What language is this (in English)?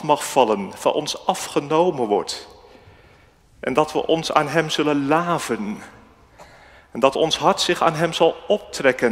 Dutch